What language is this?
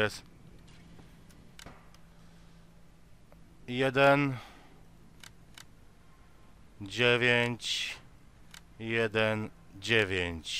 Polish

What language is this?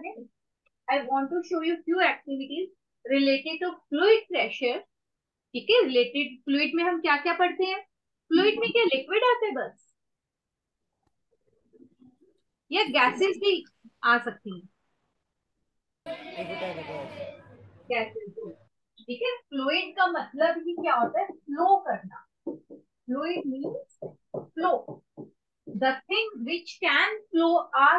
Hindi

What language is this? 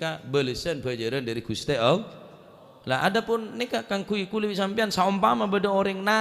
Madurese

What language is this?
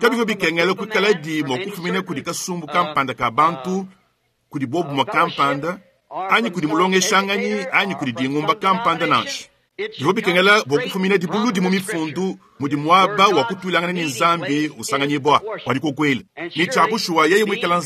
Luba-Lulua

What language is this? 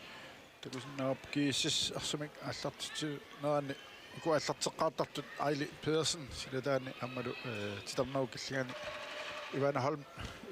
Kalaallisut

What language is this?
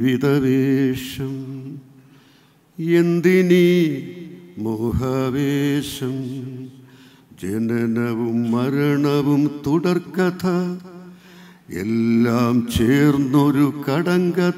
Malayalam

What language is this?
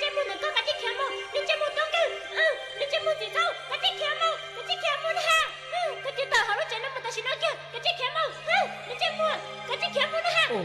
Hmong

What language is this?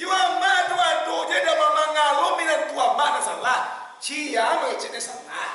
Minangkabau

